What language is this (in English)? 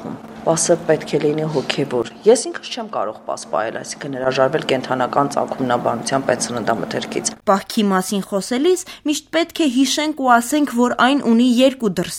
Armenian